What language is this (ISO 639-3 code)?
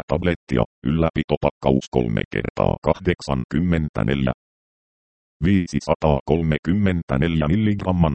fin